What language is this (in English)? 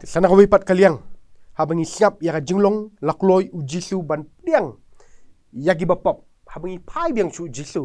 Khasi